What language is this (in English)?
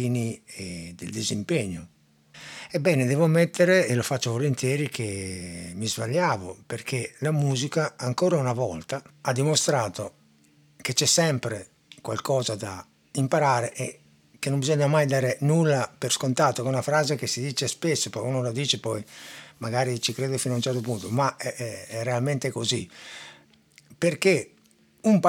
Italian